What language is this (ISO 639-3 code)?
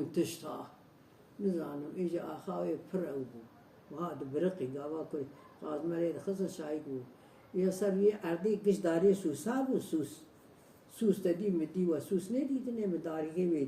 kur